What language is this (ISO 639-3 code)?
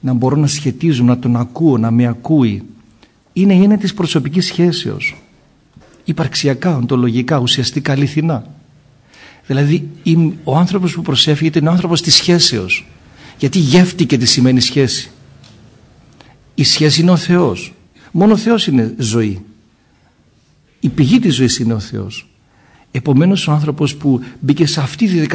ell